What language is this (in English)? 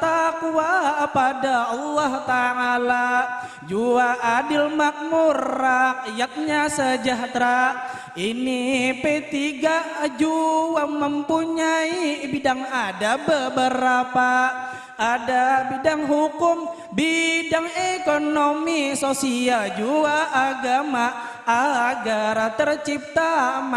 Banjar